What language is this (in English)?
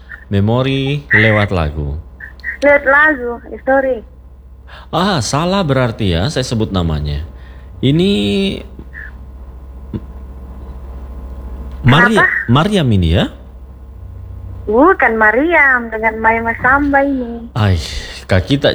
Indonesian